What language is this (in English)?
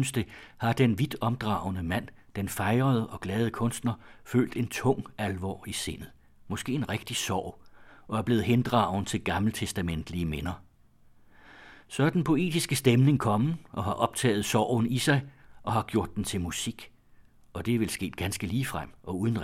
Danish